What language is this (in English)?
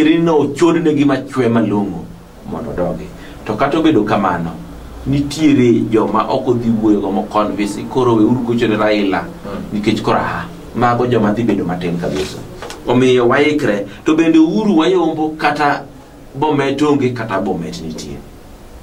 Luo (Kenya and Tanzania)